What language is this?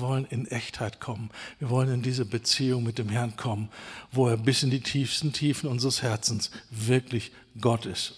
German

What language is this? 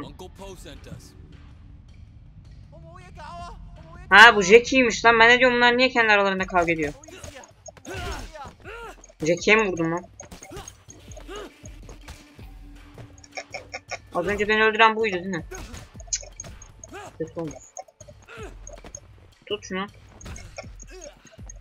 Turkish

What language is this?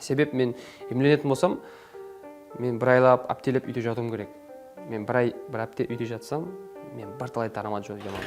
Kara-Kalpak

